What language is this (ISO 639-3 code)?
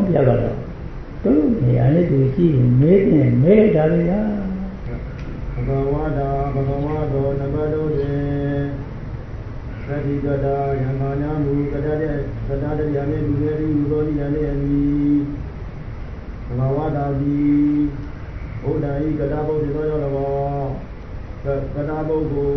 mya